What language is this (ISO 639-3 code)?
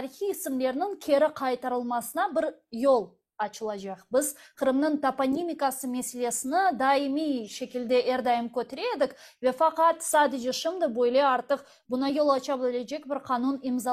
crh